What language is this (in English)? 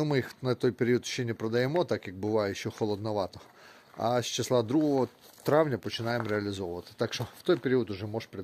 Ukrainian